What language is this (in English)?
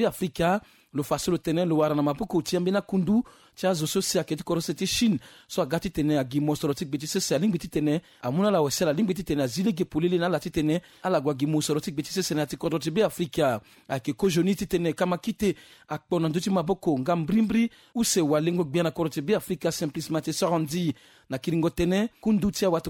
Sango